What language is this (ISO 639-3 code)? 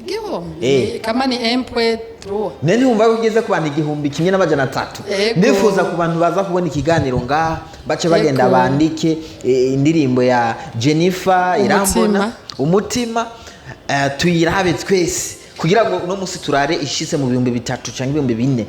run